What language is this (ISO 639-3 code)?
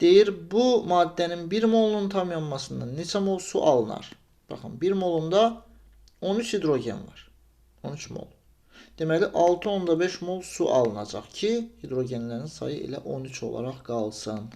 aze